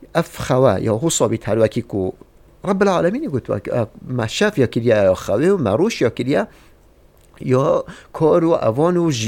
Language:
Kurdish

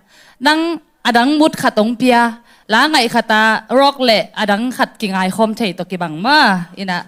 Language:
Tedim Chin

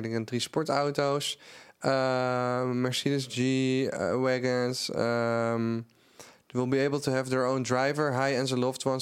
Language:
Dutch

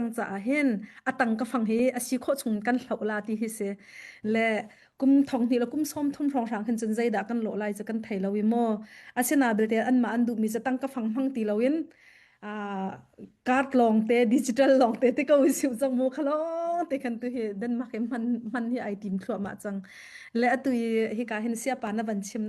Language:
Hakha Chin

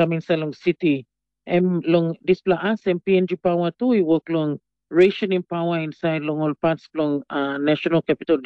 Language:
Tok Pisin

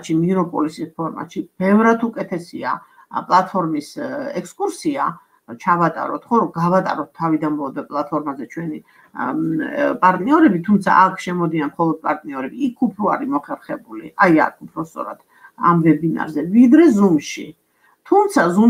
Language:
Georgian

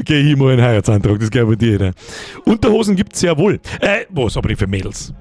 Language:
Bavarian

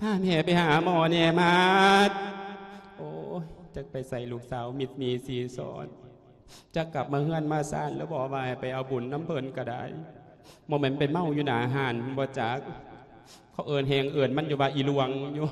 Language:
Lao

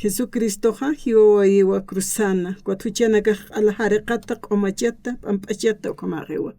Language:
Aymara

